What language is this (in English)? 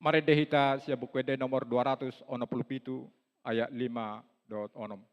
Batak Toba